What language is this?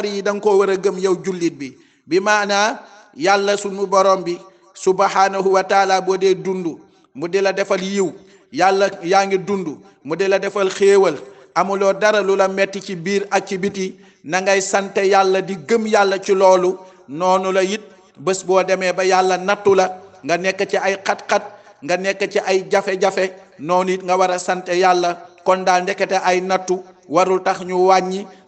Wolof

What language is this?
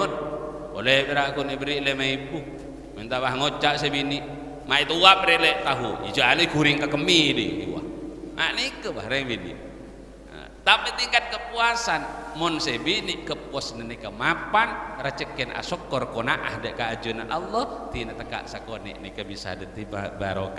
Madurese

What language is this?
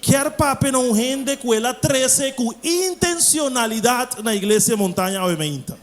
Papiamento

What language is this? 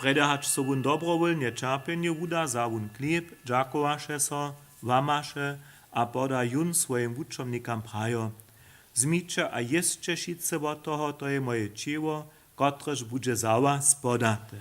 Upper Sorbian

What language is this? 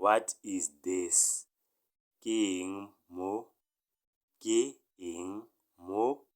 Tswana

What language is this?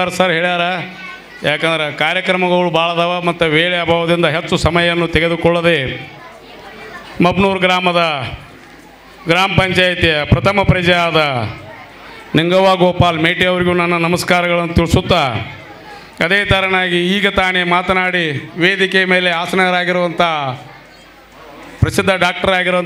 Kannada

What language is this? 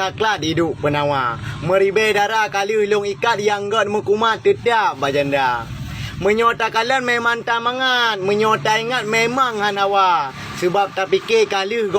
Achinese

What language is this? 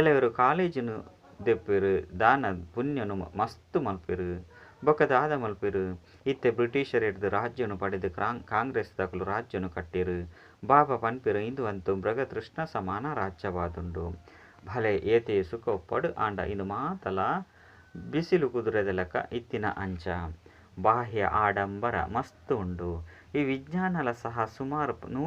Tulu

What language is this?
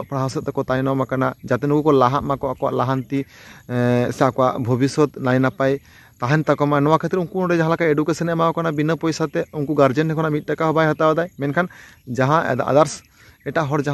Santali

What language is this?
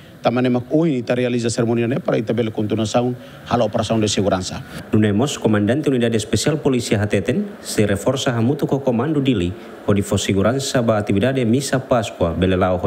Tetum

